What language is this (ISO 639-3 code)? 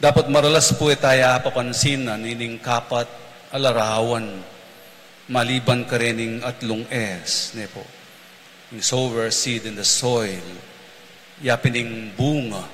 pam